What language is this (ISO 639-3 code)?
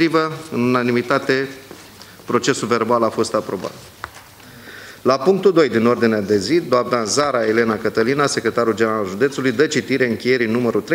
ron